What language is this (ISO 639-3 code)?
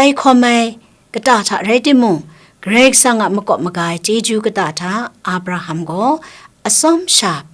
kac